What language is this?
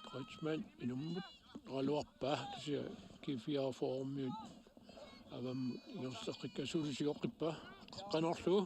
Kalaallisut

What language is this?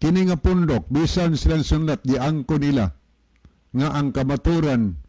Cebuano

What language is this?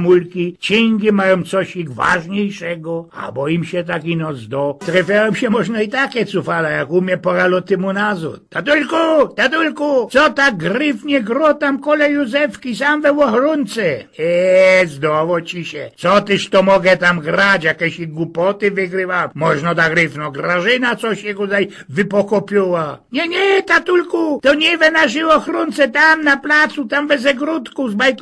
Silesian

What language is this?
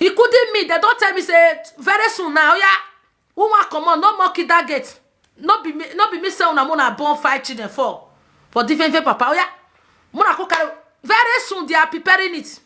Nigerian Pidgin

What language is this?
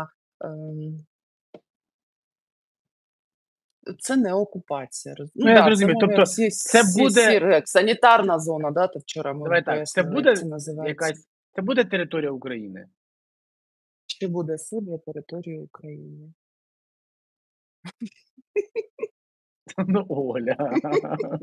Ukrainian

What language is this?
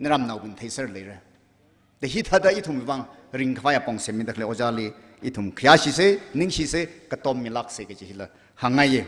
Tangkhul Naga (India)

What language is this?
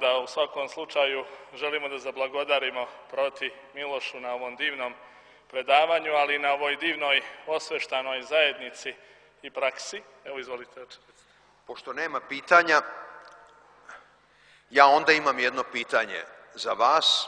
Serbian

